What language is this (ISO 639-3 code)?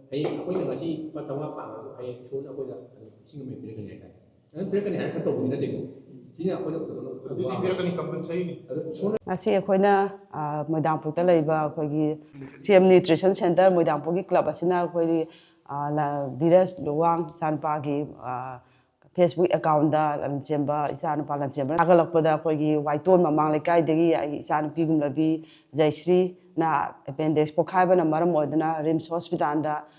mni